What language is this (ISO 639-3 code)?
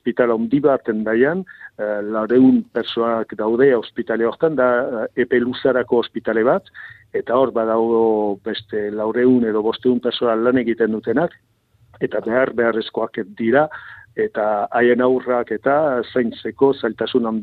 eus